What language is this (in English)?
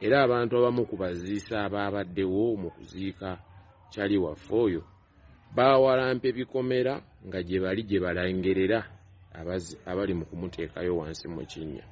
Ganda